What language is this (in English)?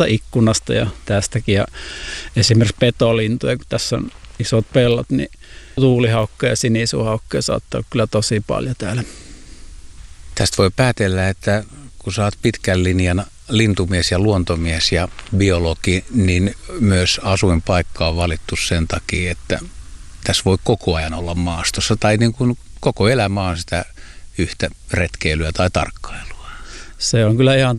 Finnish